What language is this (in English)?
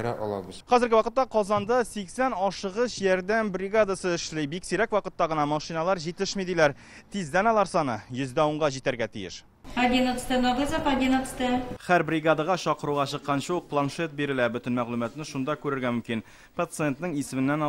Tatar